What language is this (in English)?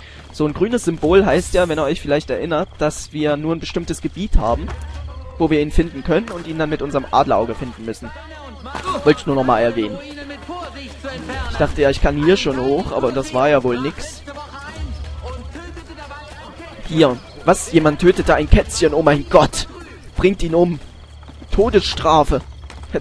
German